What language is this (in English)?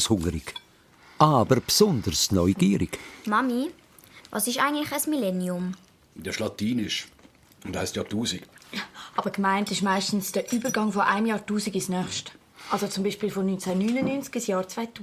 Swiss German